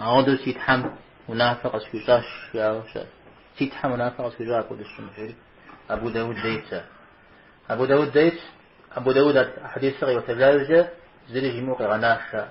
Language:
Kabardian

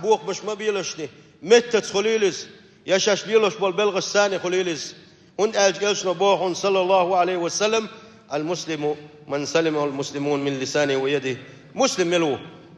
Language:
Chechen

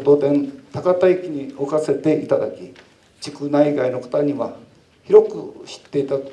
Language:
Japanese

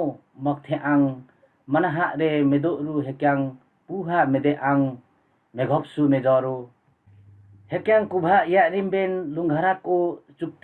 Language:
Limbu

